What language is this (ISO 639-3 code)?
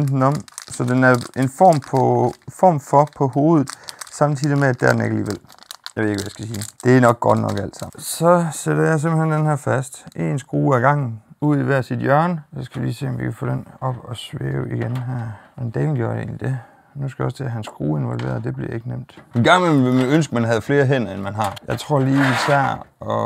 dan